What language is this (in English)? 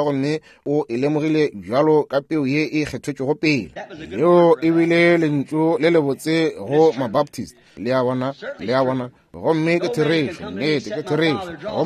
Northern Sotho